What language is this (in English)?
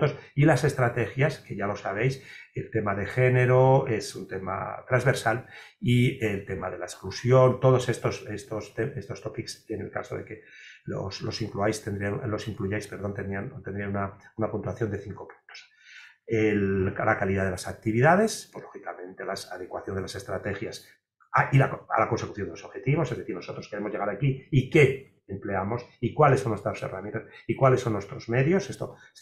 Spanish